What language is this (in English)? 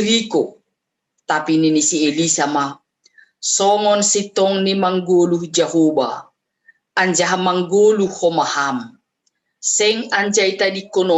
Batak Simalungun